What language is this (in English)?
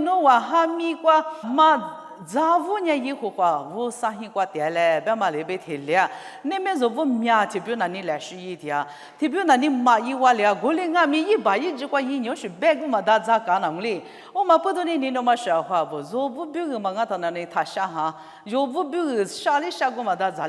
Lisu